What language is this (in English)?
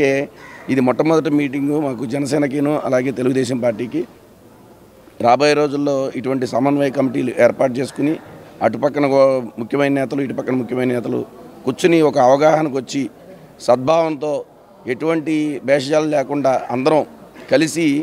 Telugu